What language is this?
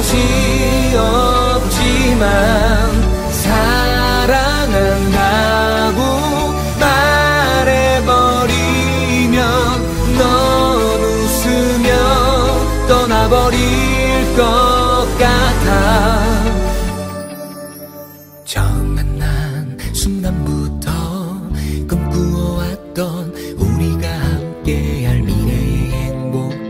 Korean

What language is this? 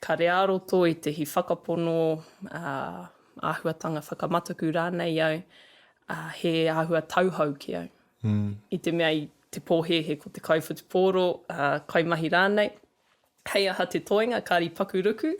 Māori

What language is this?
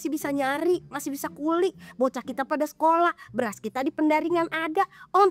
Betawi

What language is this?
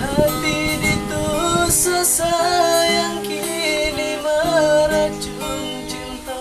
Minangkabau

